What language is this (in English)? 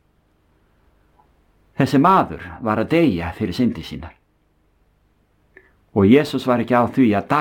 Icelandic